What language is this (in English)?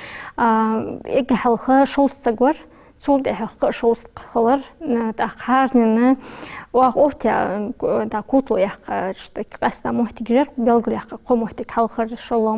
Ingush